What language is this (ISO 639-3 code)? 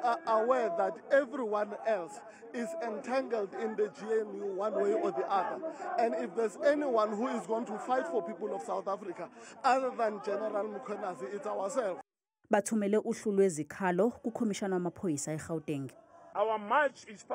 zul